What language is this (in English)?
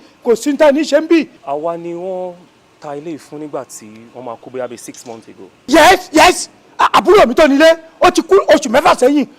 Yoruba